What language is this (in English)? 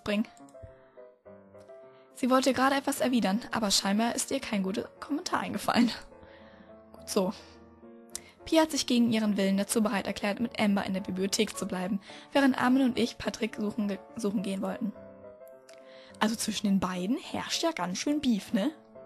German